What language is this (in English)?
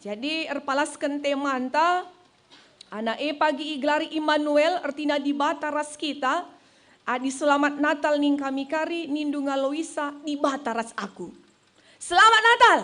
Batak Karo